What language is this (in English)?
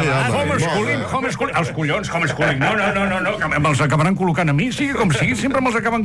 Catalan